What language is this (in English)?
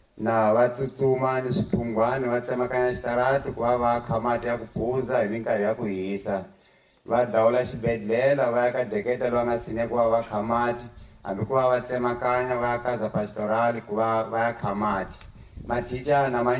Tsonga